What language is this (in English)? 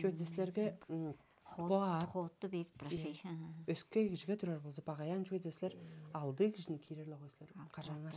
Tuvinian